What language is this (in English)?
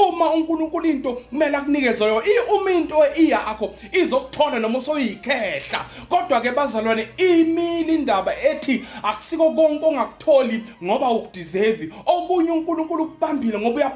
Zulu